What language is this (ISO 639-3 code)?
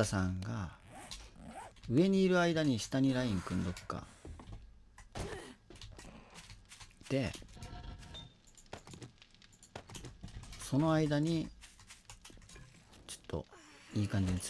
jpn